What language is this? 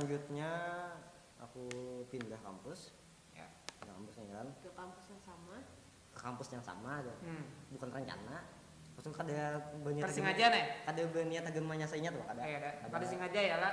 Banjar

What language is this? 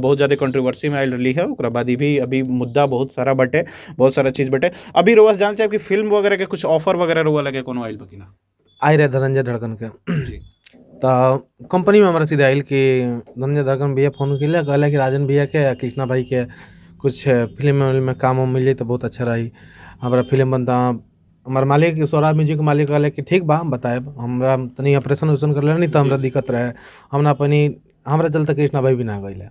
Bhojpuri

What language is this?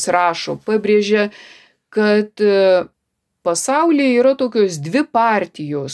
Lithuanian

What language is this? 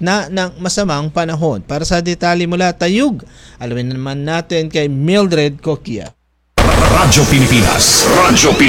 Filipino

